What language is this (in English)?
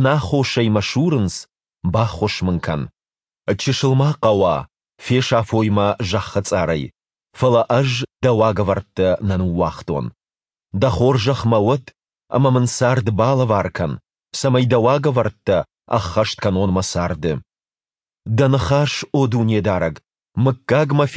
Ossetic